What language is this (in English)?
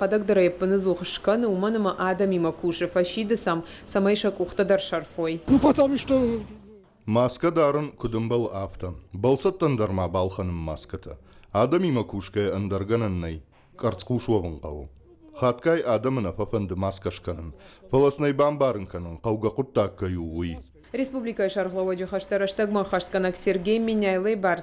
Ossetic